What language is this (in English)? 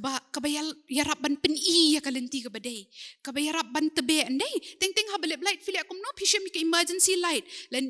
Khasi